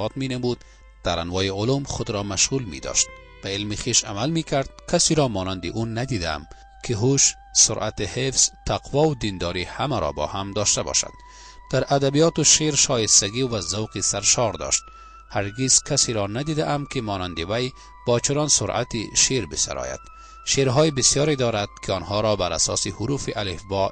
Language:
Persian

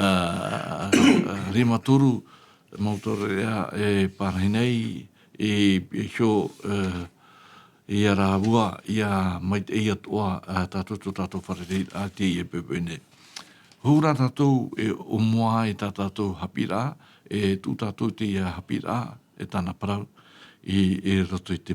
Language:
Tahitian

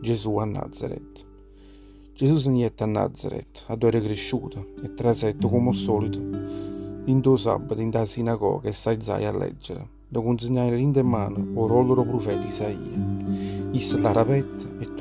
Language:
Neapolitan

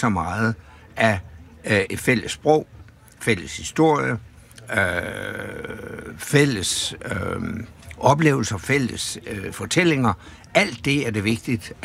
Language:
Danish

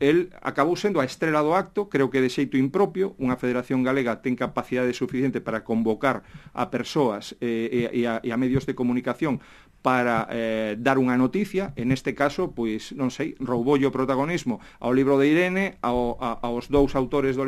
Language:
Galician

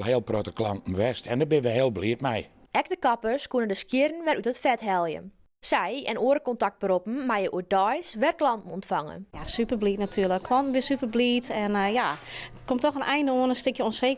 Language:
Western Frisian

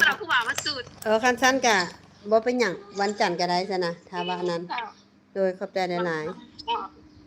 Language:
Lao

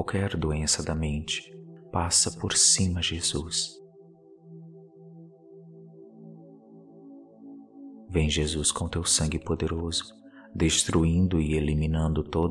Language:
Portuguese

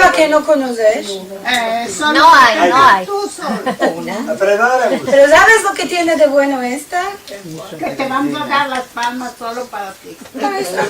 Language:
Ladino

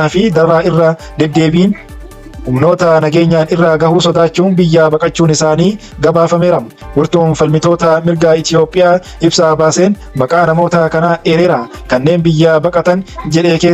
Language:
Oromo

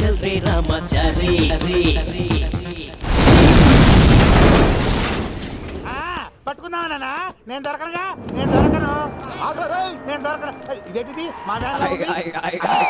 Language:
Telugu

